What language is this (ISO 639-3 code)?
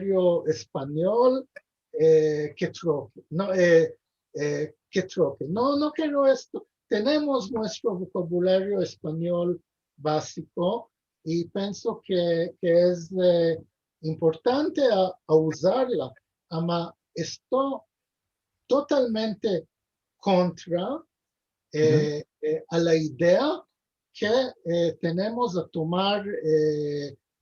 lad